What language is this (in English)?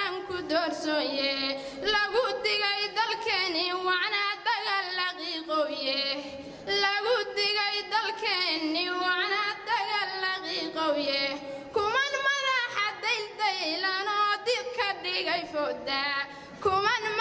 Somali